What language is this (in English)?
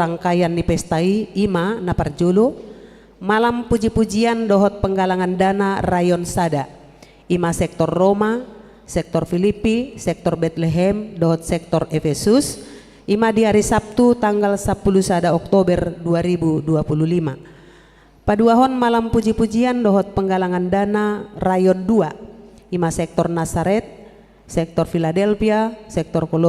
Batak Toba